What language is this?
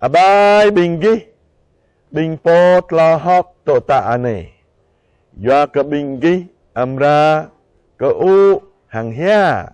Jarai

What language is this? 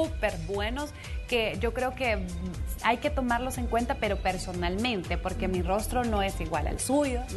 Spanish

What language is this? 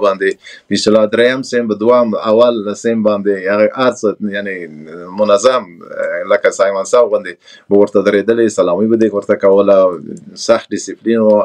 Pashto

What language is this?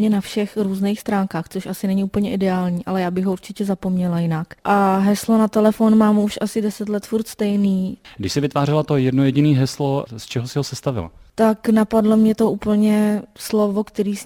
Czech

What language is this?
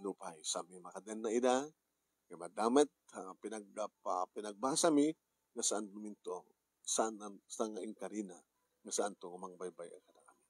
Iloko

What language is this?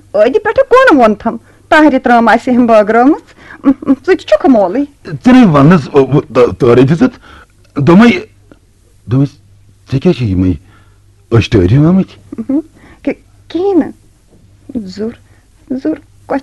Kashmiri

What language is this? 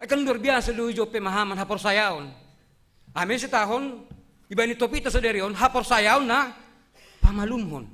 Batak Simalungun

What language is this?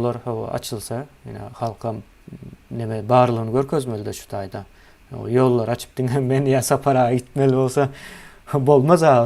Turkmen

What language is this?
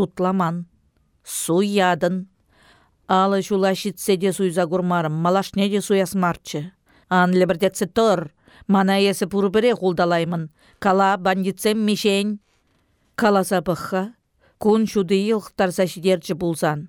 Chuvash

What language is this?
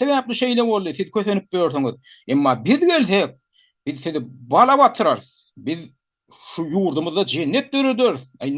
Turkmen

